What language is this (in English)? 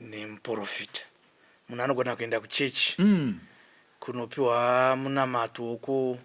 Shona